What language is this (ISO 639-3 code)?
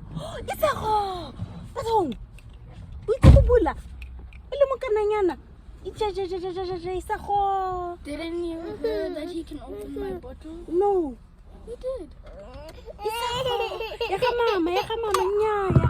tsn